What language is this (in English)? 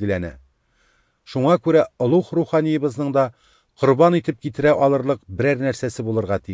Tatar